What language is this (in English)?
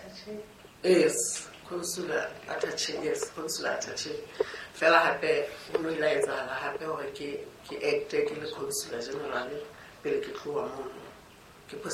Southern Sotho